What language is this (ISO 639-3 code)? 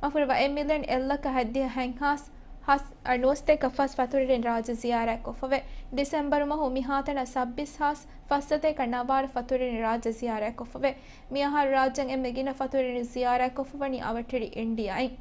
div